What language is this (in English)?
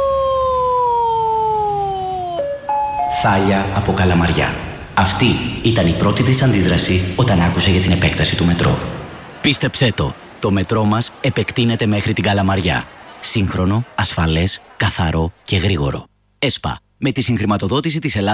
Greek